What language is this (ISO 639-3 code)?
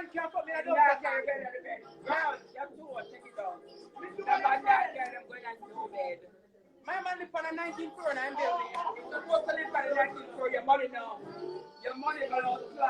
jam